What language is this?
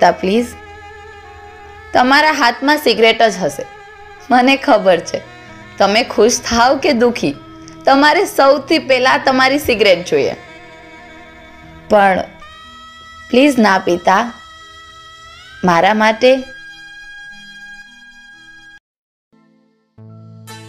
Gujarati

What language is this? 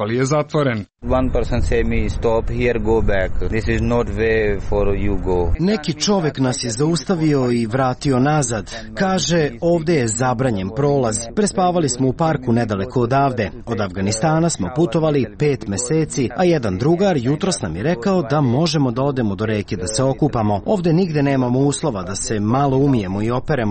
Serbian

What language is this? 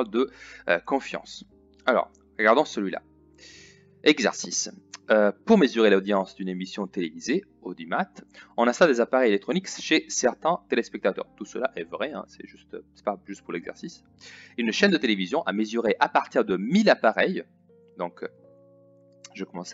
French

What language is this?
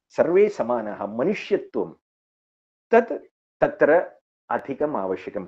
Sanskrit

